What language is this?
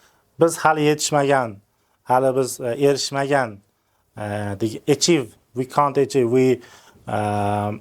Uzbek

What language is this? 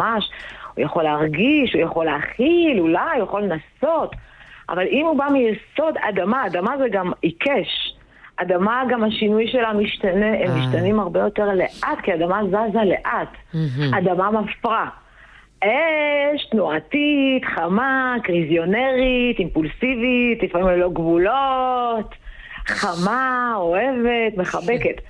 Hebrew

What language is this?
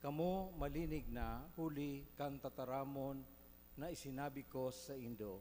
Bikol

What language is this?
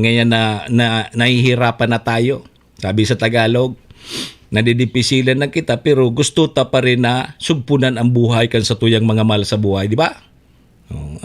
Bikol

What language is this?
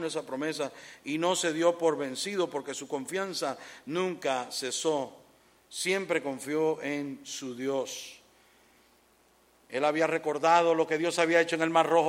Spanish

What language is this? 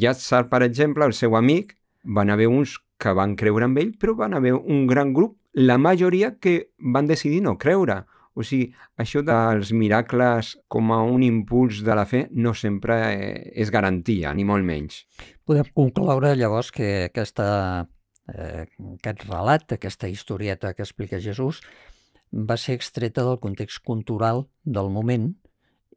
Catalan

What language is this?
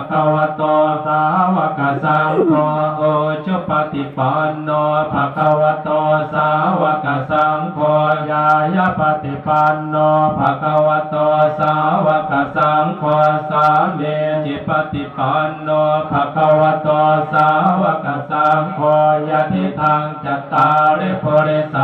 Pali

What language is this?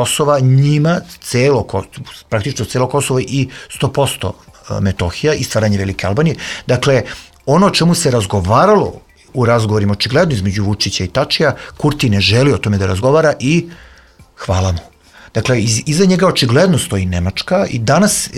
Serbian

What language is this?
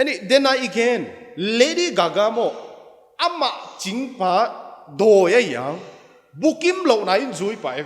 Paite Chin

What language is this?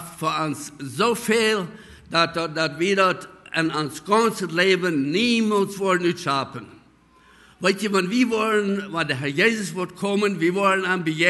Plautdietsch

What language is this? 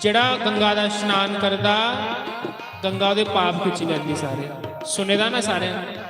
Dogri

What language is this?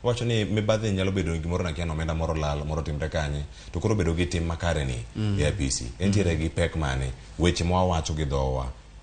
Luo (Kenya and Tanzania)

